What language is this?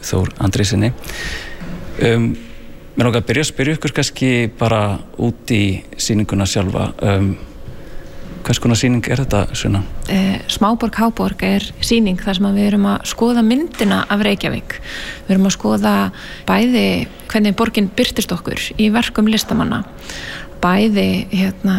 Icelandic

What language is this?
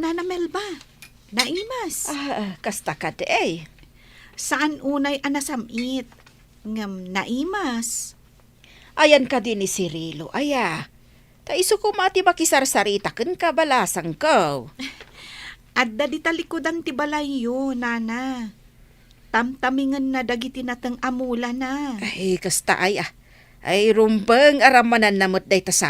Iloko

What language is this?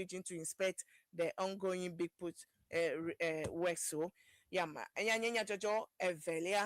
Ewe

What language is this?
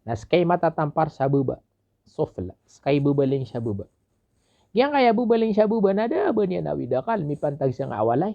Maranao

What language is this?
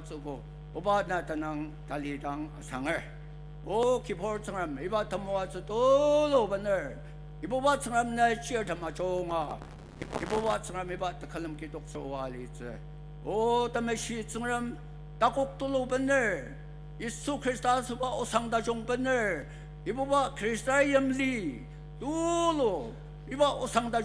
Ao Naga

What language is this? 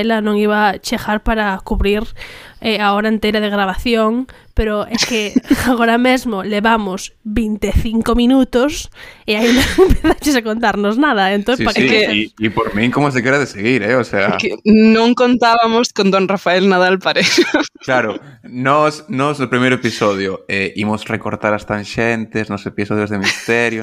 Galician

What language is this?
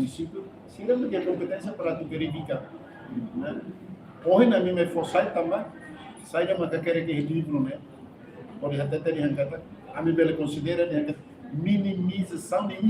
Tetum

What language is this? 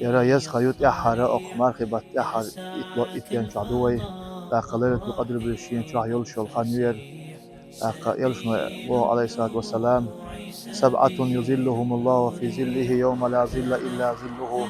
Chechen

